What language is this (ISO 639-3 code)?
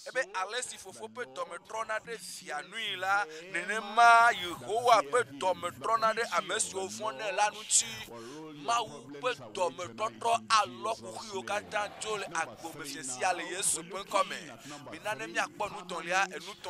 ewe